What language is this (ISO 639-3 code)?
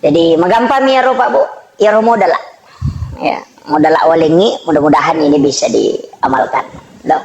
bug